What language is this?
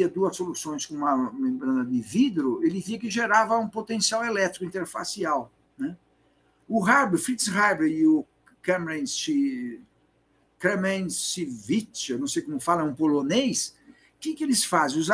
Portuguese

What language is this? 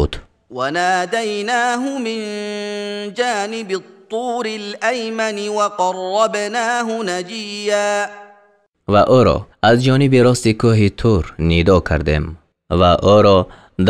Tajik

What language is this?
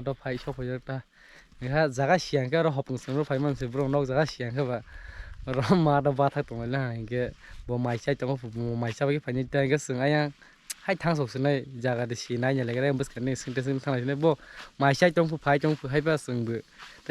Kok Borok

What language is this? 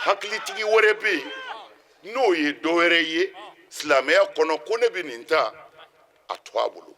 Bambara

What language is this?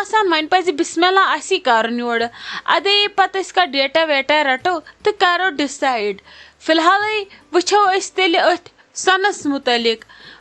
Kashmiri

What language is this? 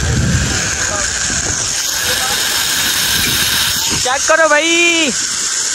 Hindi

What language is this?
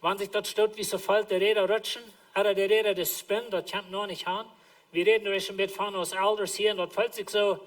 Plautdietsch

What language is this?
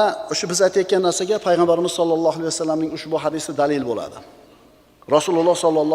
Uzbek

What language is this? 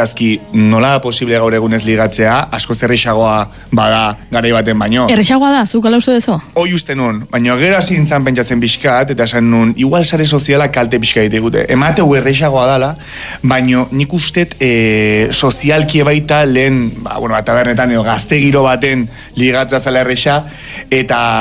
Basque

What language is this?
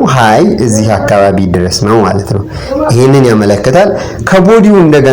Amharic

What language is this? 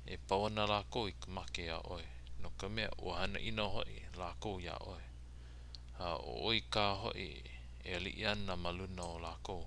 Hawaiian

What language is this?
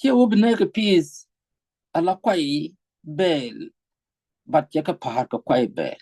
Nuer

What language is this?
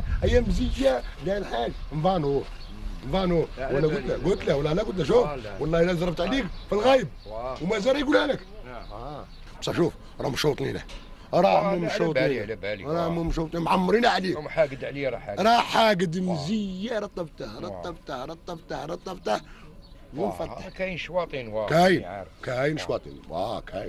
Algerian Arabic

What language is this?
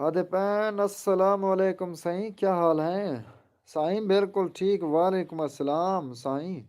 Saraiki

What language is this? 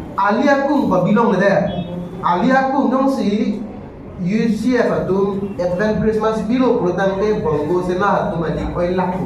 Karbi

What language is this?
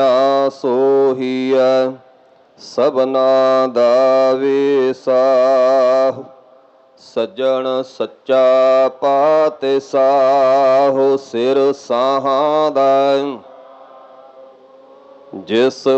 Punjabi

